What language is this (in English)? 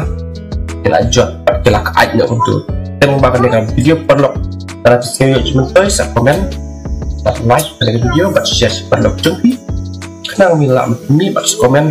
Khasi